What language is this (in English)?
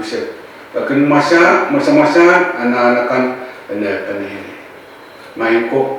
Pohnpeian